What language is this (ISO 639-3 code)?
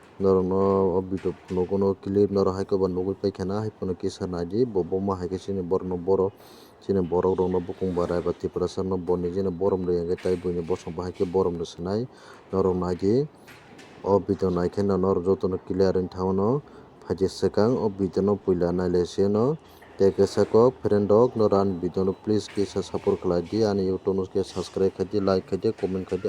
trp